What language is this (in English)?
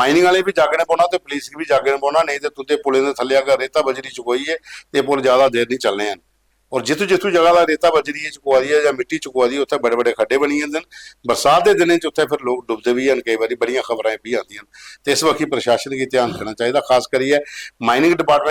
Dogri